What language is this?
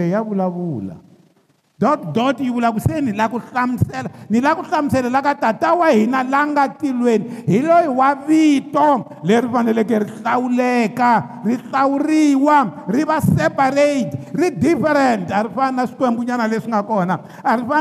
Tsonga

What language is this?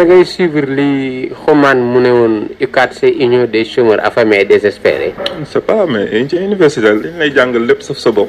Wolof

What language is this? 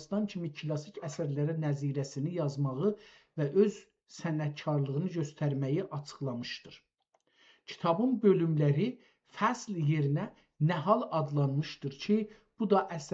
South Azerbaijani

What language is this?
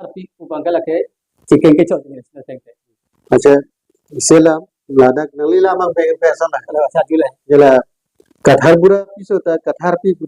Karbi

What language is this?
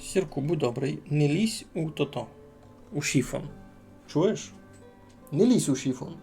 Rusyn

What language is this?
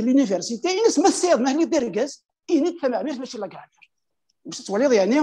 Kabyle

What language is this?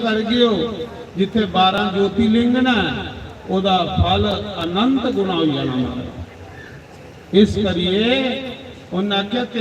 Dogri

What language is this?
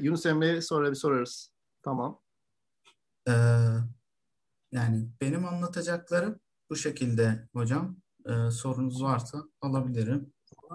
Turkish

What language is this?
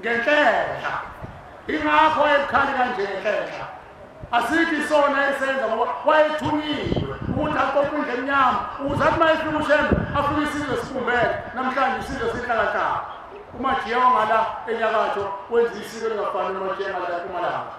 Zulu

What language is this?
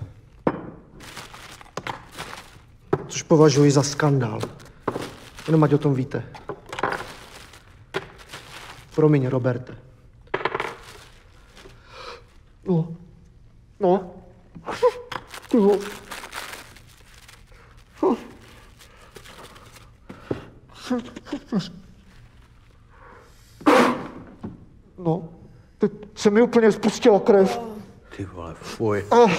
Czech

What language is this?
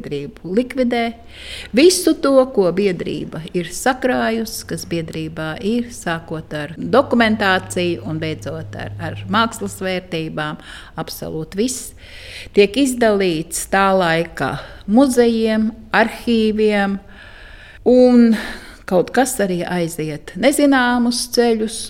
Latvian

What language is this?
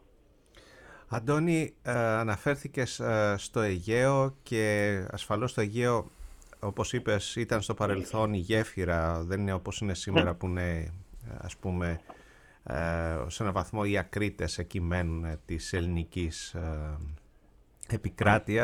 Greek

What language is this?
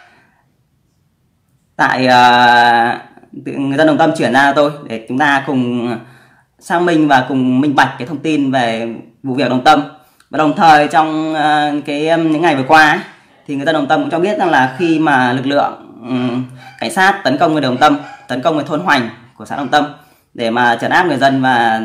Vietnamese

